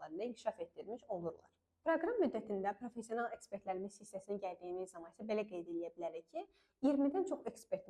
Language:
Azerbaijani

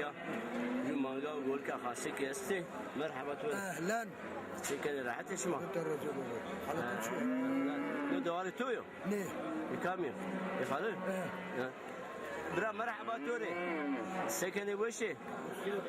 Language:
Zaza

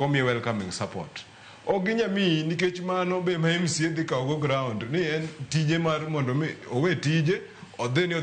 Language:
Luo (Kenya and Tanzania)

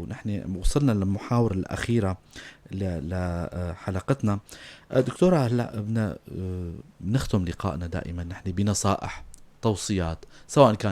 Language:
North Levantine Arabic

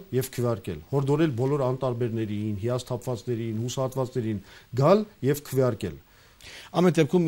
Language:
Armenian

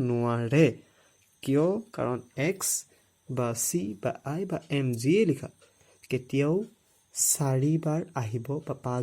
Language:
Assamese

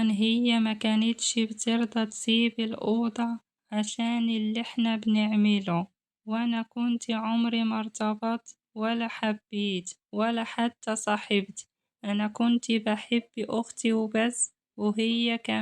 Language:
Egyptian Arabic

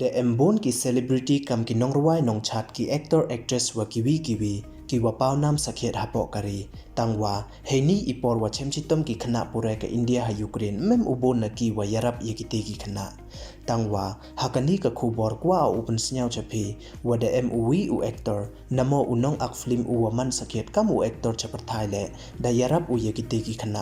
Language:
Pnar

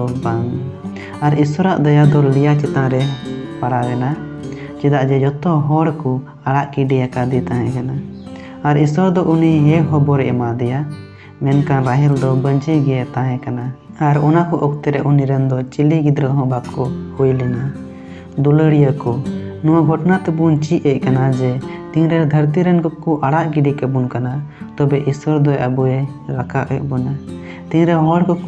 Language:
Santali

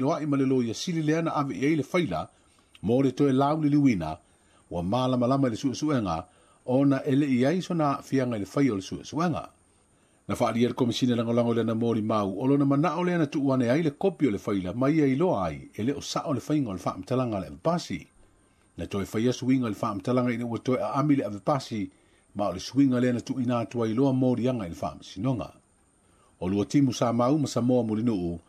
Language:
Samoan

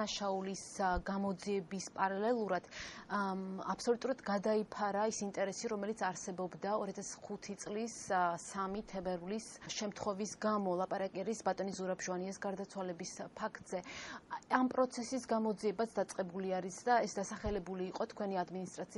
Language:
Georgian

